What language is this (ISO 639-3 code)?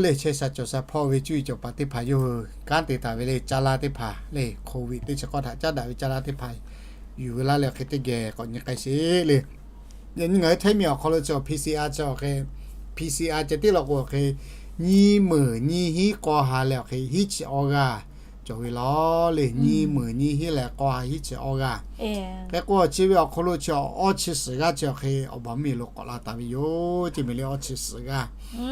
lhu